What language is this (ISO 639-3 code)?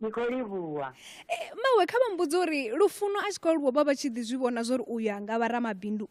ven